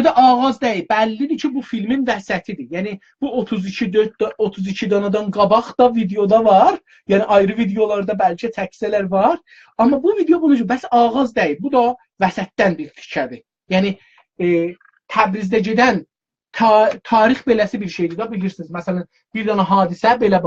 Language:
South Azerbaijani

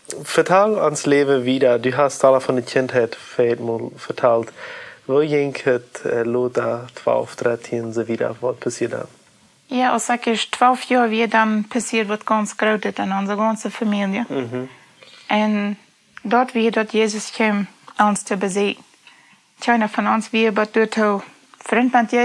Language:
Plautdietsch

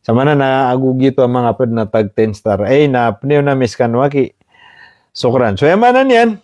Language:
Maranao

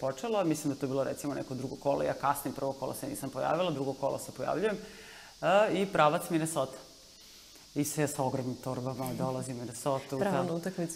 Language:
Serbian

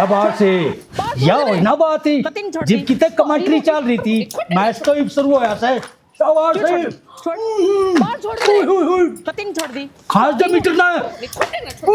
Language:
Haryanvi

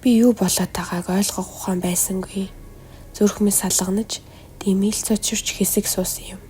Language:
Mongolian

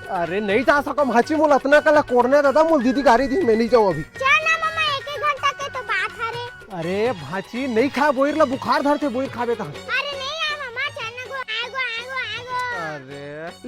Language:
Chhattisgarhi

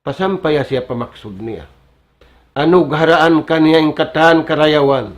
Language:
Tausug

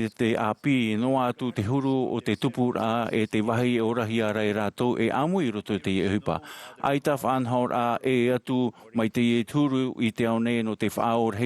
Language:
Tahitian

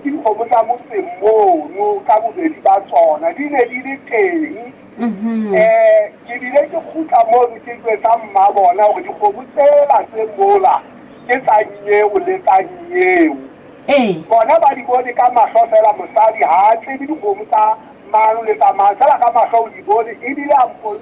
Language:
Southern Sotho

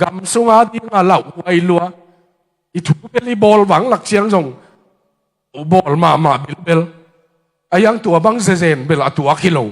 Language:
Tedim Chin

